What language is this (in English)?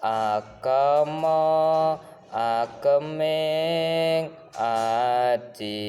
Javanese